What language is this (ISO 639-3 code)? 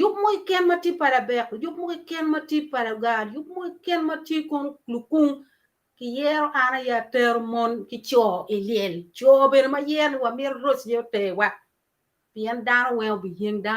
ach